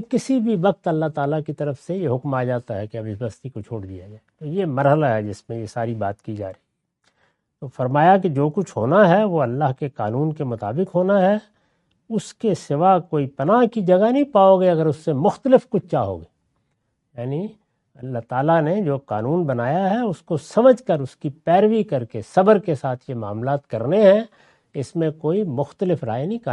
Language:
Urdu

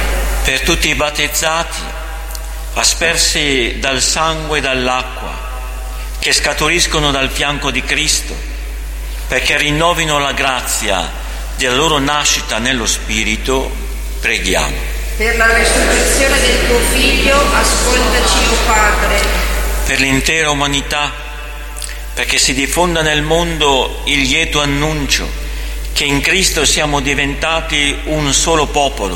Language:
Italian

